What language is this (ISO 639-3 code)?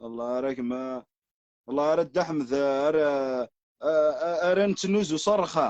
kab